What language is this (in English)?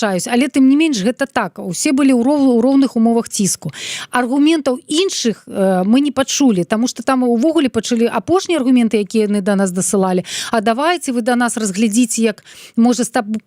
Belarusian